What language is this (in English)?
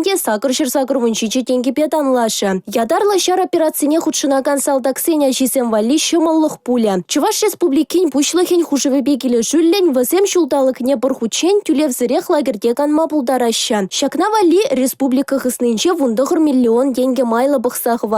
Chuvash